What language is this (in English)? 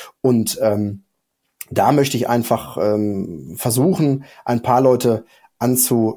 German